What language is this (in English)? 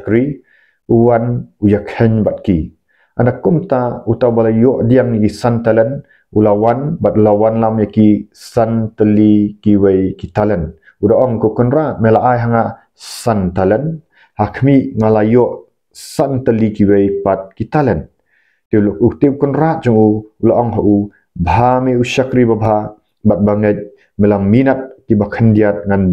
Khasi